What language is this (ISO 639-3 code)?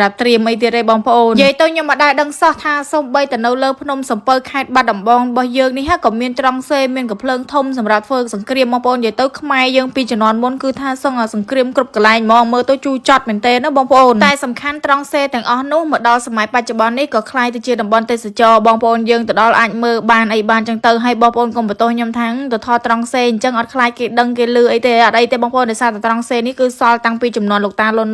khm